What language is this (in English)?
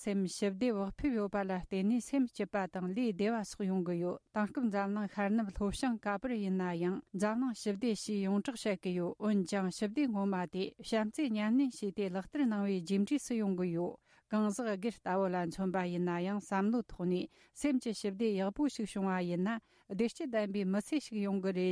Tibetan